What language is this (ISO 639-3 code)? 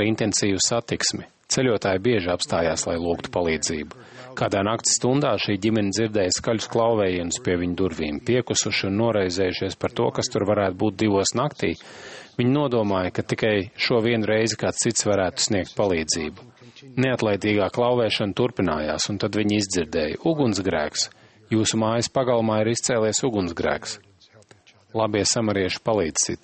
lav